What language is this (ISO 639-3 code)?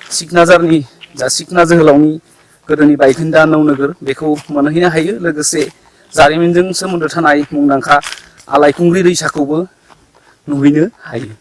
brx